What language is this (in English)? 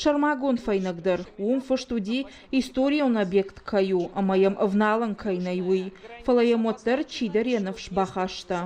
Ossetic